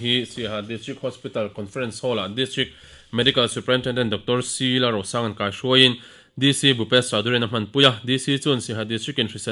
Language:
Mizo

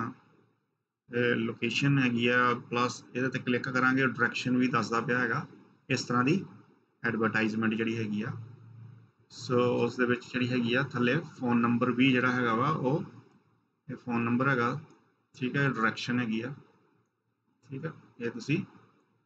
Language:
Punjabi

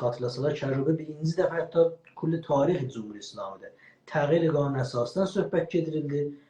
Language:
South Azerbaijani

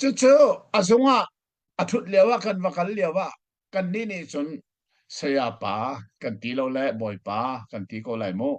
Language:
Hakha Chin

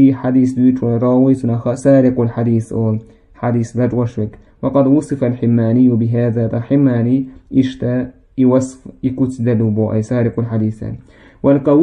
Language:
Chechen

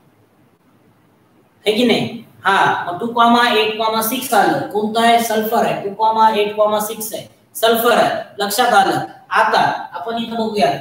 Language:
Marathi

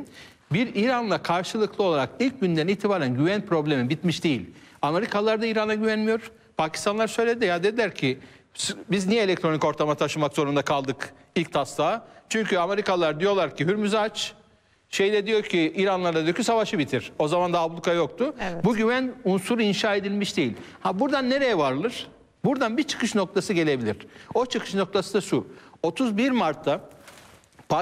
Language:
Turkish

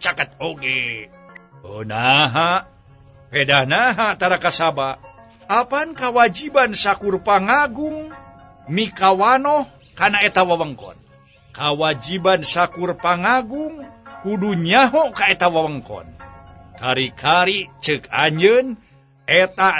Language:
Sundanese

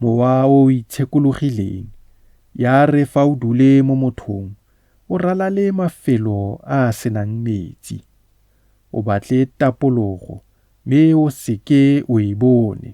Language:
Tswana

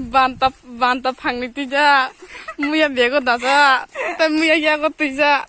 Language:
Kok Borok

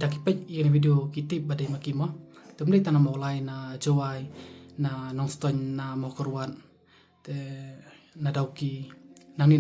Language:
Khasi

